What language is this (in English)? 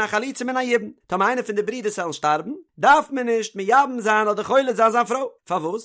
Yiddish